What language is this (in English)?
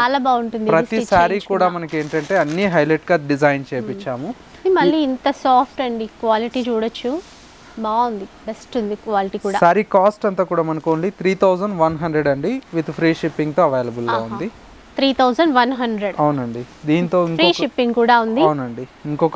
Telugu